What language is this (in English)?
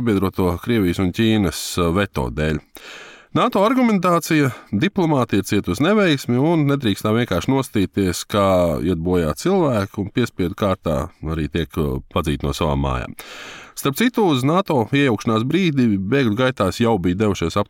Latvian